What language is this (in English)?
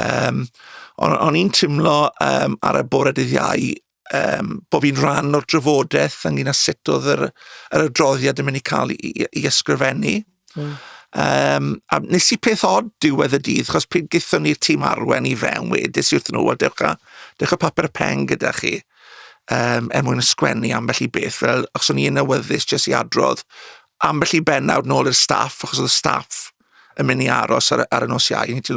Welsh